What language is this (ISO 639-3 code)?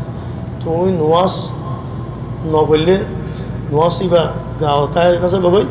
rhg